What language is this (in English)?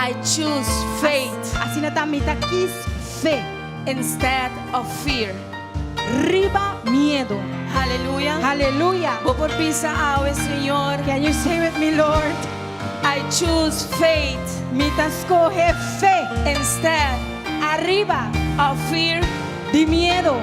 Papiamento